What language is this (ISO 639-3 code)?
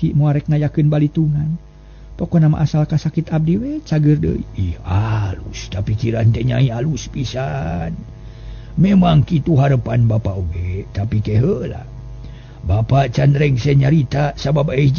sun